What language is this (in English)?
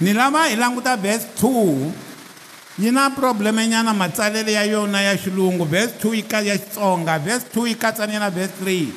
Tsonga